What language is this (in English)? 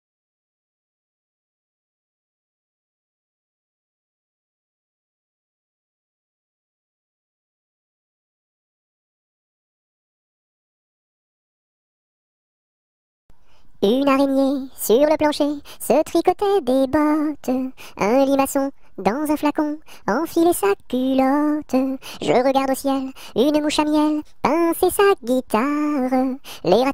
French